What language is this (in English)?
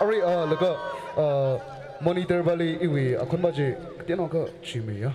Tangkhul Naga (India)